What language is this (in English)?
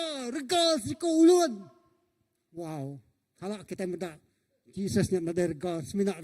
Iban